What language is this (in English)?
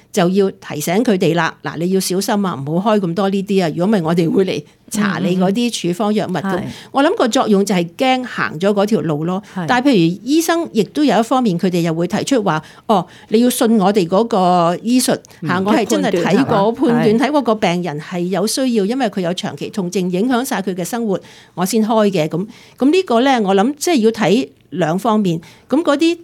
Cantonese